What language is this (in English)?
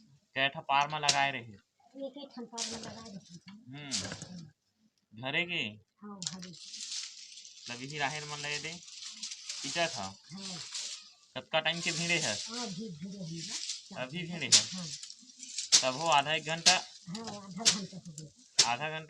Chhattisgarhi